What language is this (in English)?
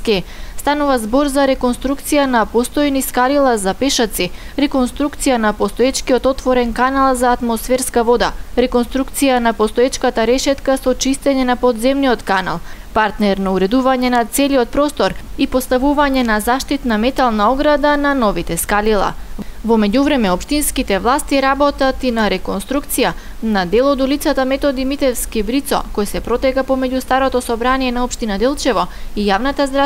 Macedonian